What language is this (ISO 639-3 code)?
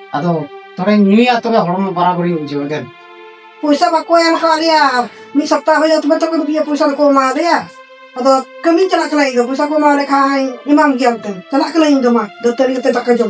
sat